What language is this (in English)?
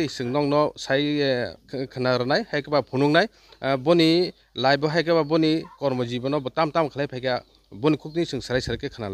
Kok Borok